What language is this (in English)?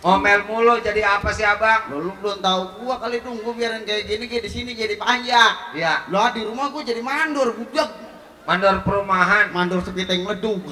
Betawi